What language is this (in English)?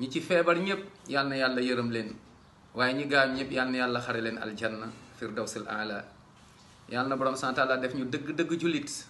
Wolof